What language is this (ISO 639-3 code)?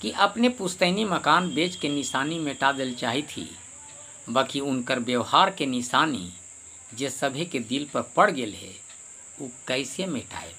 mag